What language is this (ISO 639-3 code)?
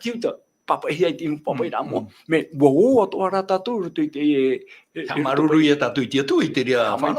tah